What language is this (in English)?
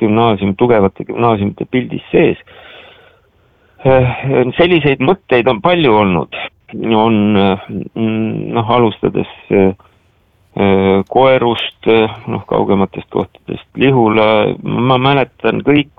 Estonian